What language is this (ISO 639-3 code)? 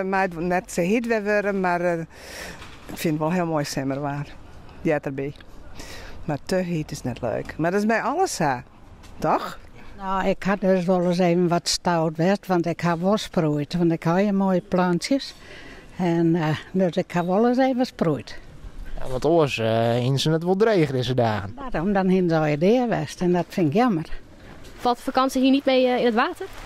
fry